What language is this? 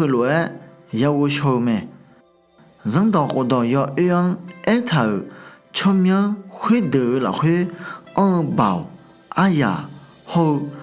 Akha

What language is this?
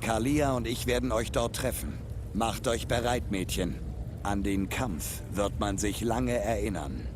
Swiss German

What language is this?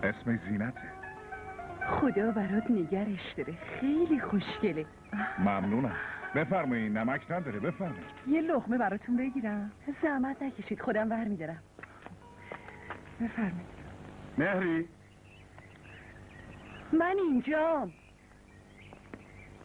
Persian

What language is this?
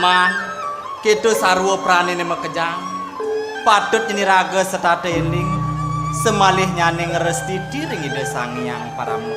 Balinese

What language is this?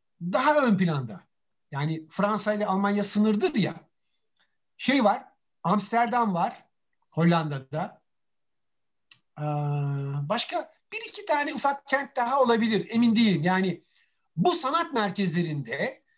Turkish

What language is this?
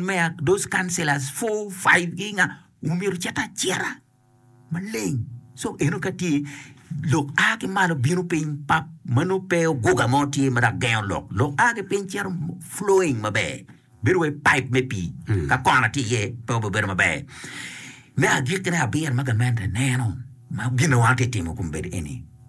Acoli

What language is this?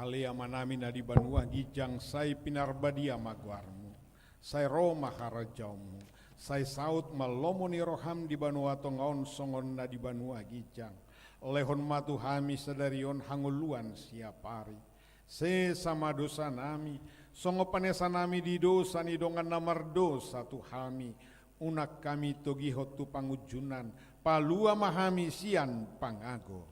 Batak Toba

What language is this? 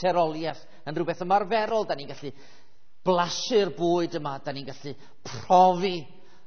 Welsh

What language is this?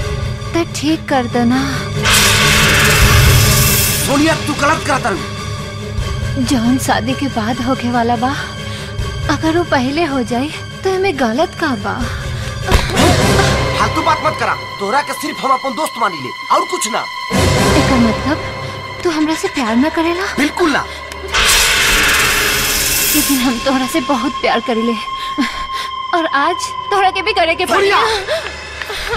Bhojpuri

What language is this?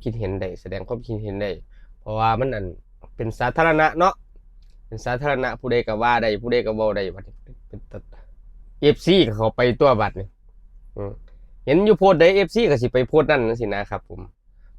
Northeastern Thai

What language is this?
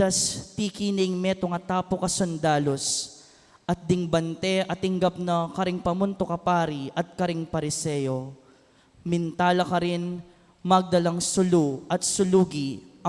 Pampanga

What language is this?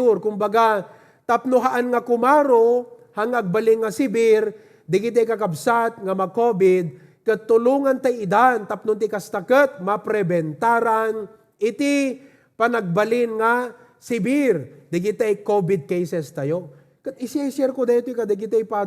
Iloko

